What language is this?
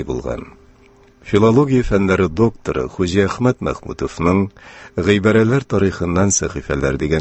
Tatar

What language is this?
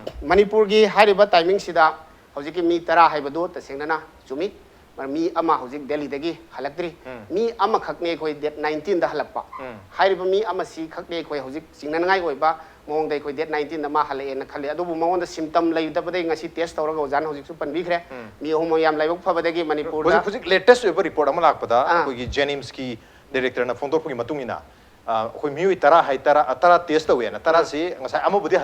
Manipuri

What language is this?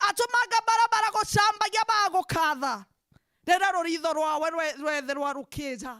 Meru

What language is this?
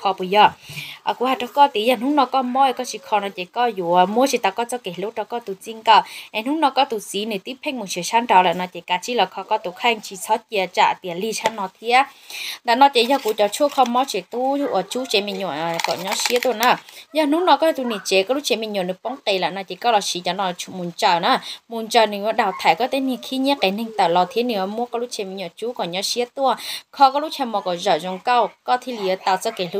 Hmong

